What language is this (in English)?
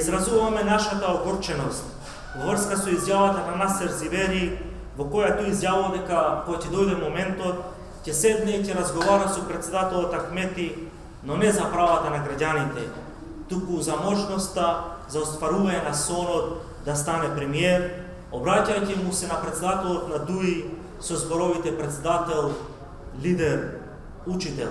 Macedonian